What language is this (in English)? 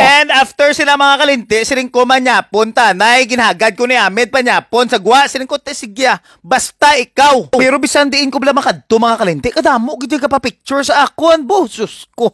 Hiligaynon